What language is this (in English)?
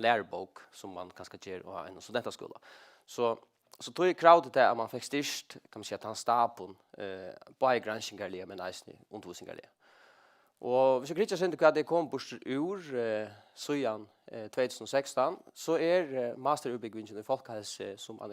Faroese